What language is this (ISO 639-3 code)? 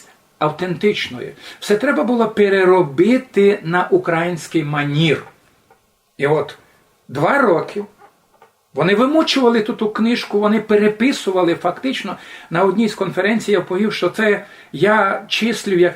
rue